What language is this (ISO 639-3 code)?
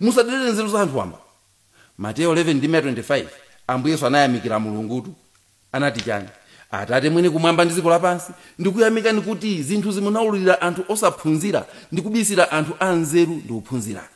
nya